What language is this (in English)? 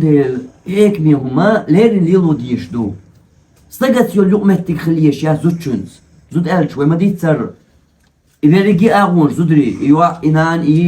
Chechen